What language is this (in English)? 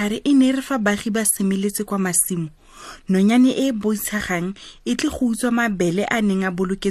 Tswana